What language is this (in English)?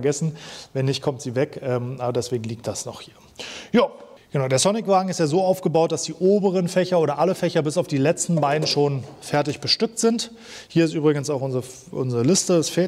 German